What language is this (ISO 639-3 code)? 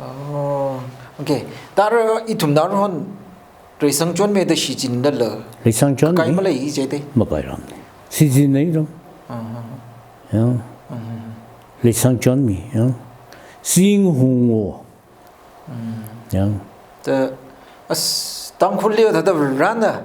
nmf